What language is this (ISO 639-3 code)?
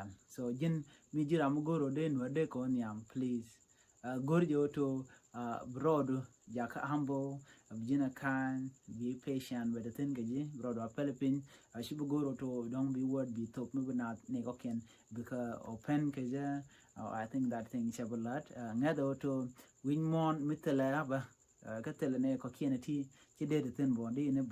nus